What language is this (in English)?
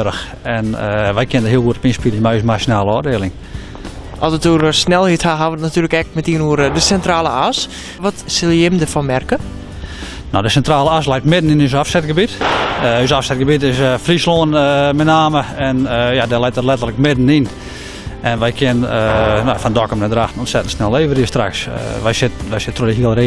Western Frisian